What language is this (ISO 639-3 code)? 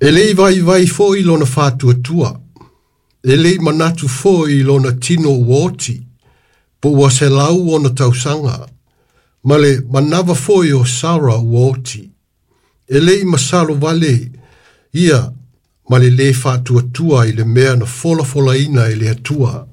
smo